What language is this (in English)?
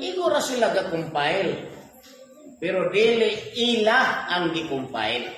Cebuano